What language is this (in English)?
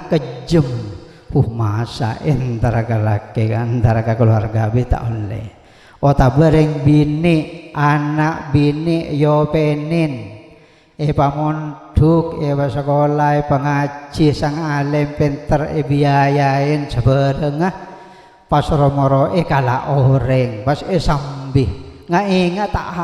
Madurese